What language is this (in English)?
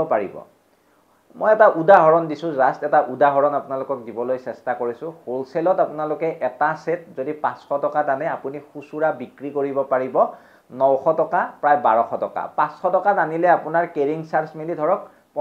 Assamese